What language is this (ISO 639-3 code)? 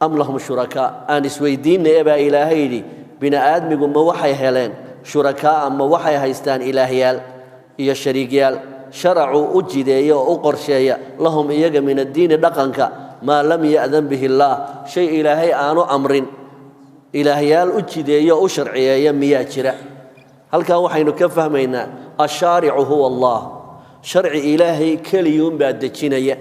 som